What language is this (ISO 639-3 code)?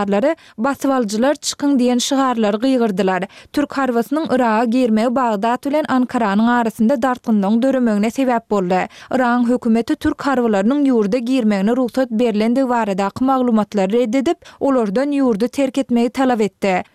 tuk